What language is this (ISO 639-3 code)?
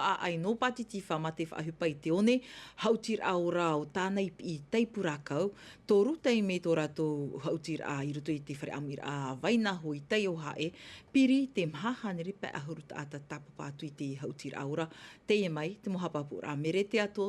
tah